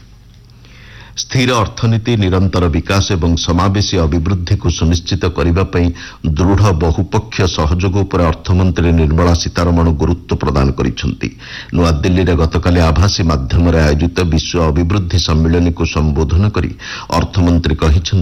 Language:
Odia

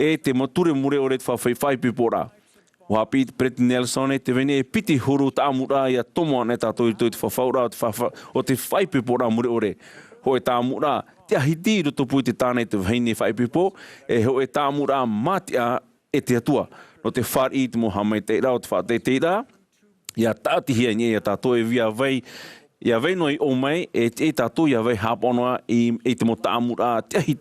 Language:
Tahitian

